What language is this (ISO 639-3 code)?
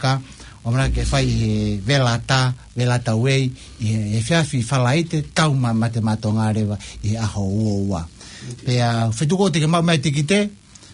ton